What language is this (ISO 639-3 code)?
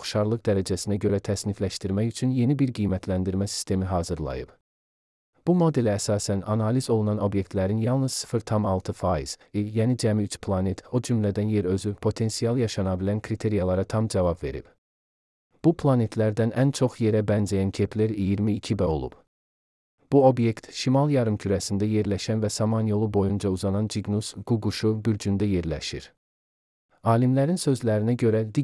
aze